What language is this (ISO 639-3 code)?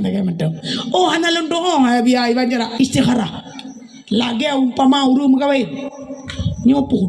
ace